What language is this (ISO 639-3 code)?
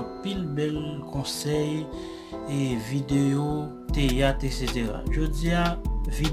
hat